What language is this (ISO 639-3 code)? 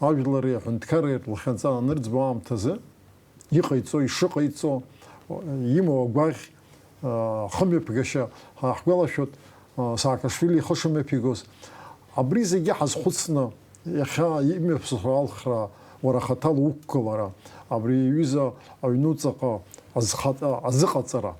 abk